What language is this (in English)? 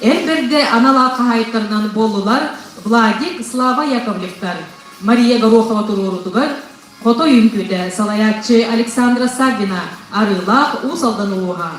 Yakut